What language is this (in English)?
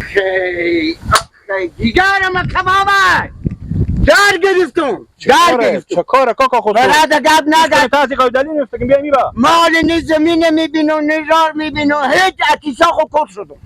Persian